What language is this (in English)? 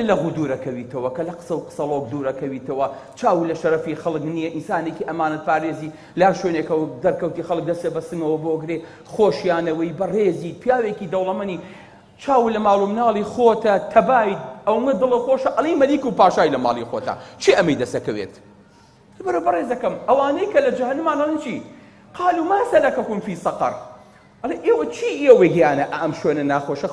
Central Kurdish